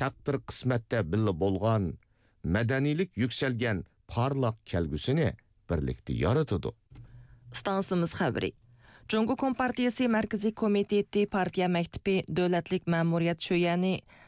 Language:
Uyghur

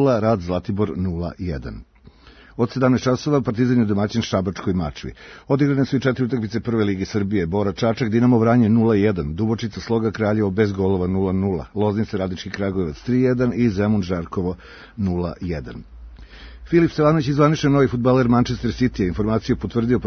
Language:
Serbian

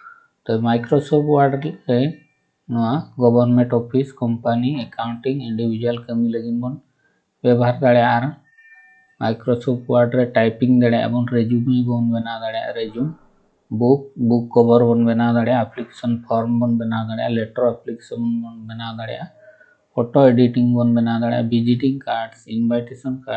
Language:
Santali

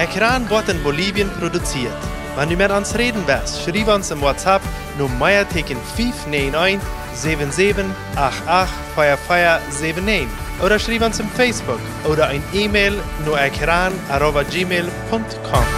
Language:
Plautdietsch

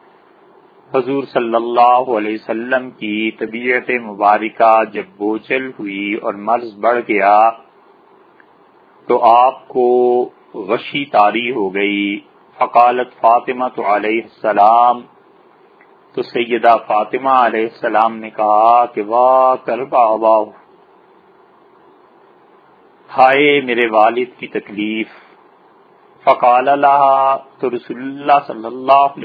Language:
Urdu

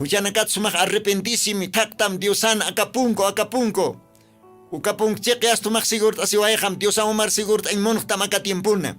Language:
Aymara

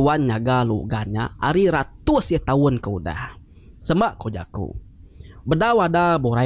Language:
Iban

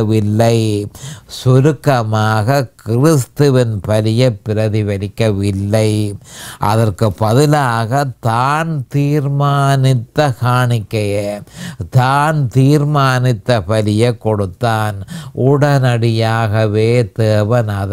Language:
Tamil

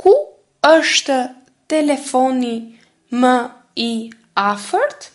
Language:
Albanian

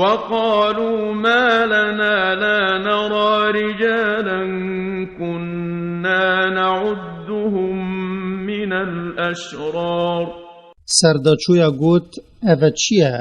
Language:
Kurdish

